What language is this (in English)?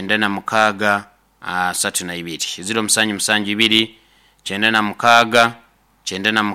Nyoro